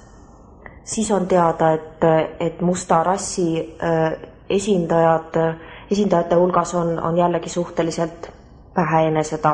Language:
Estonian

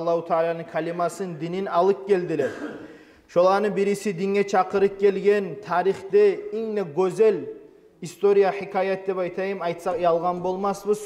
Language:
Kumyk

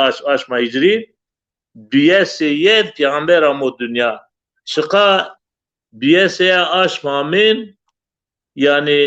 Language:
Zaza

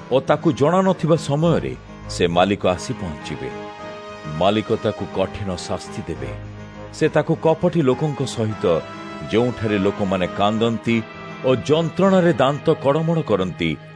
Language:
Odia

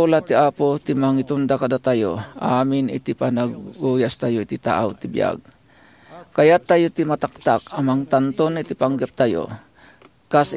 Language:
Iloko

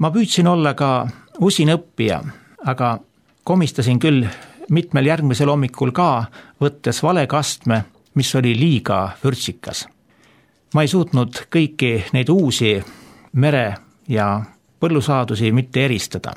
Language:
Estonian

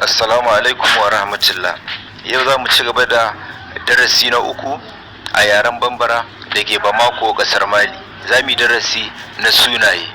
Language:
Hausa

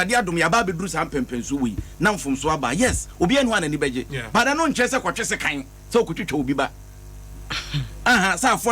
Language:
Akan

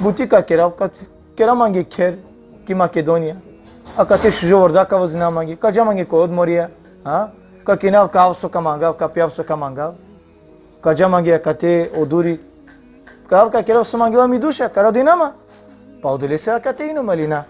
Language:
Balkan Romani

